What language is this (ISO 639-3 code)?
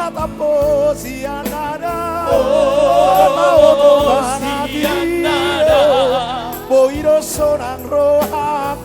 bbc